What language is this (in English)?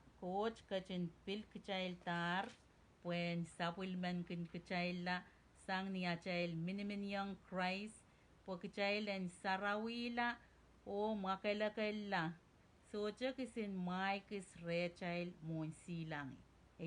Pohnpeian